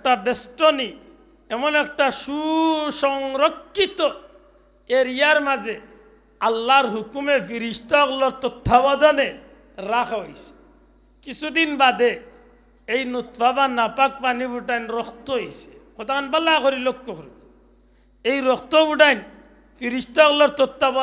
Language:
Sylheti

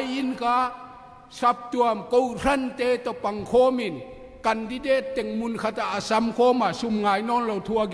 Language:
Tedim Chin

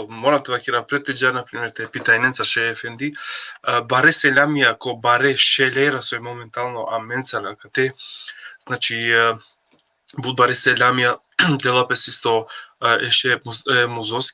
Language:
Balkan Romani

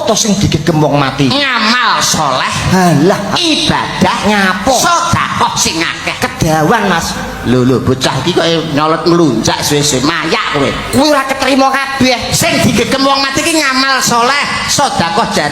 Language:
Javanese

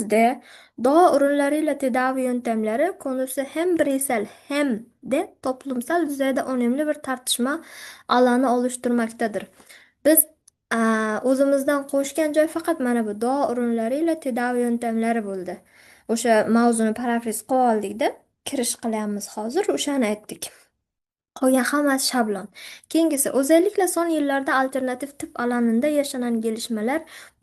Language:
Uzbek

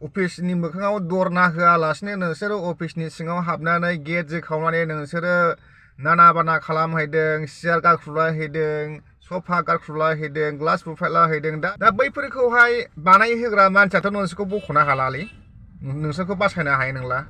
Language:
Bodo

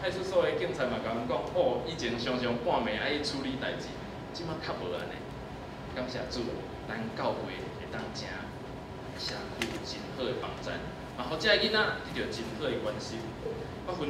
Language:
Min Nan Chinese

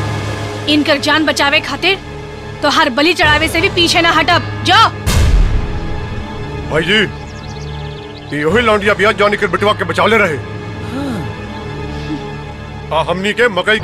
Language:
Bhojpuri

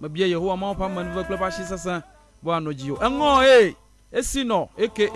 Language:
Ewe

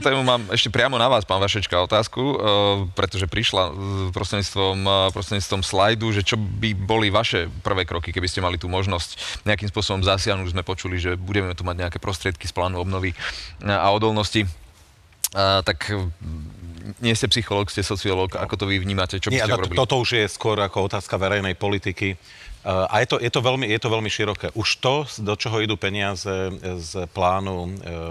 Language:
Slovak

